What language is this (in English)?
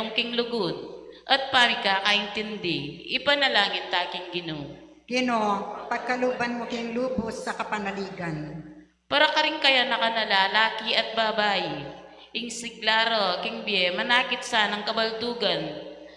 Pampanga